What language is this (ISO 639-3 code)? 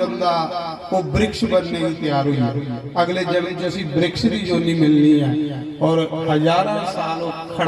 doi